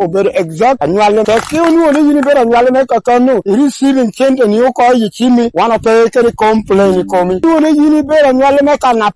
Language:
Lango (Uganda)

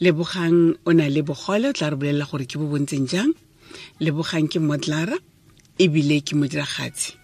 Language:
Tswana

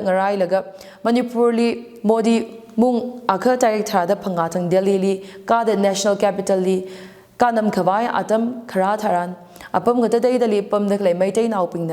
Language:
Tangkhul Naga (India)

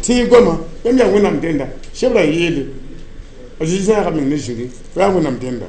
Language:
Mossi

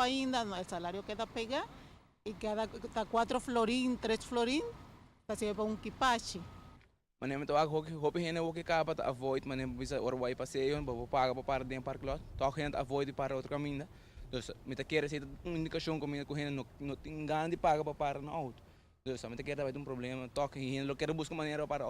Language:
Papiamento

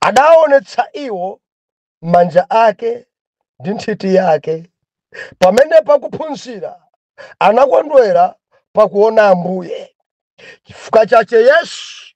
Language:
Nyanja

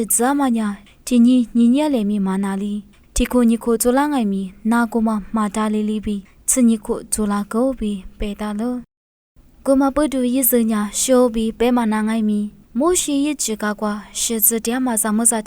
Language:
Lisu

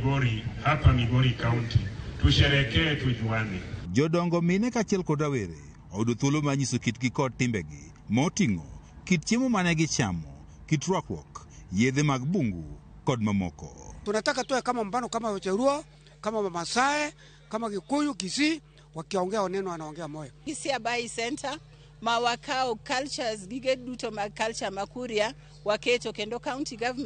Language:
Luo (Kenya and Tanzania)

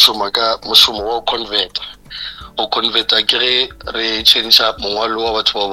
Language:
Northern Sotho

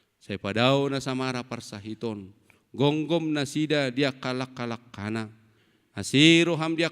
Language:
Batak Toba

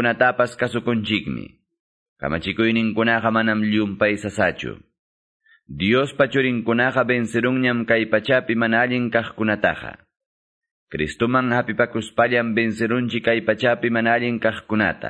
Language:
Quechua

